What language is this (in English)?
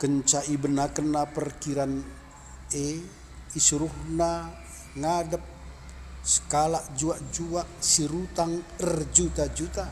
Batak Karo